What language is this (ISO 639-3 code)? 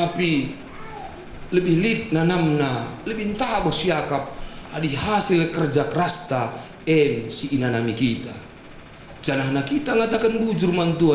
btx